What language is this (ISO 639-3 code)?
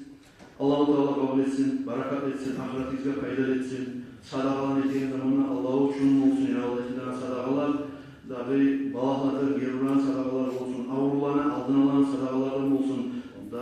kum